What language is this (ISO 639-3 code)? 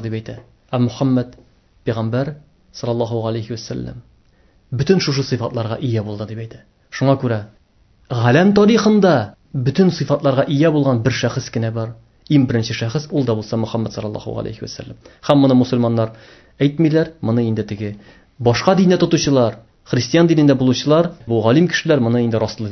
tat